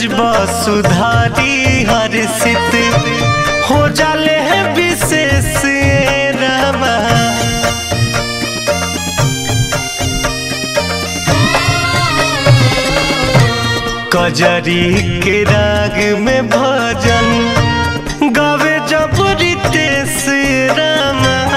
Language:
Bhojpuri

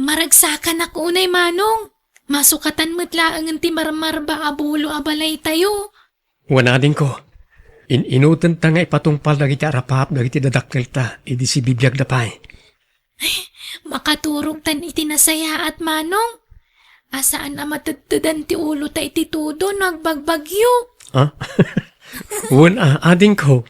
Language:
Iloko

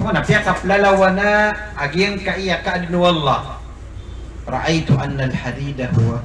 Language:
Maranao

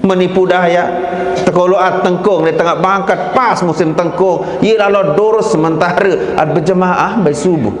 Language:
Sasak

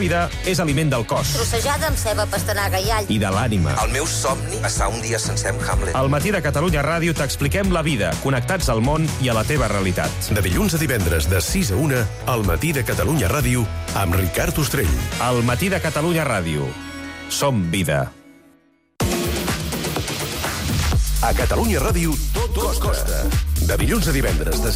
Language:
Catalan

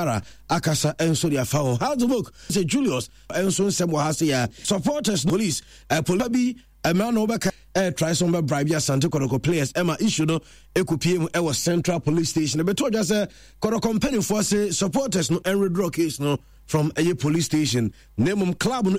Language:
Akan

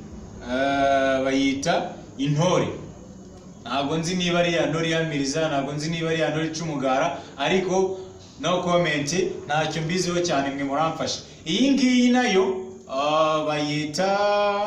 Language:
Kinyarwanda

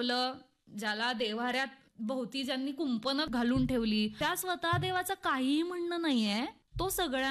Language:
Marathi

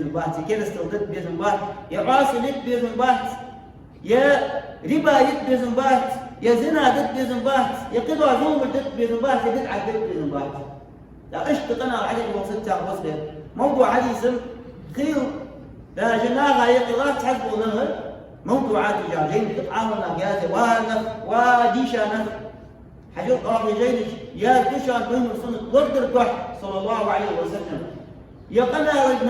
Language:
Ingush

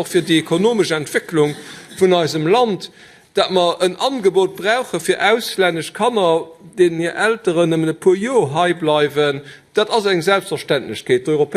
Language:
Luxembourgish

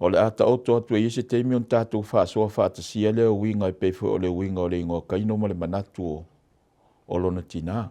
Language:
Samoan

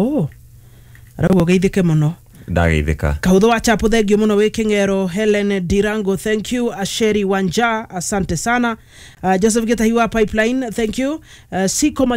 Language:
Kikuyu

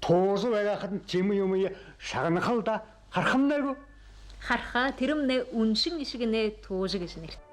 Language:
Buriat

